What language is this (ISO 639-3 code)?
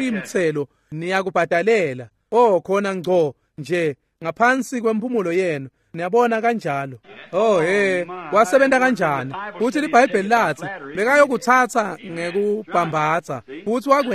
ssw